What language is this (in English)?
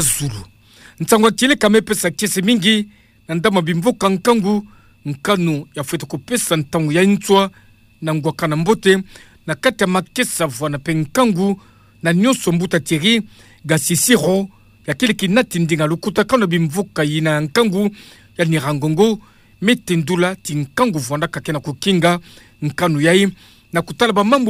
Kituba (Democratic Republic of Congo)